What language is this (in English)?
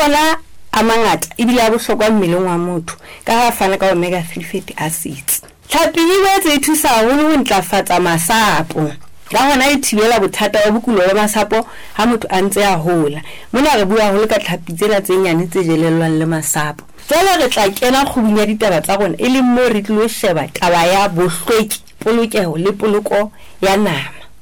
Southern Sotho